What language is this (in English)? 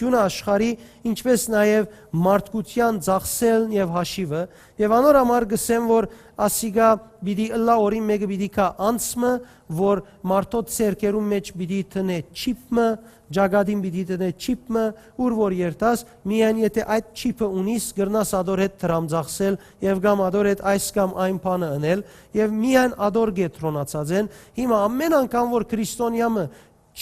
Western Armenian